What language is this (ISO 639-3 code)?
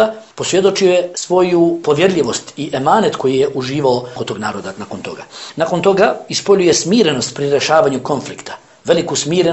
bos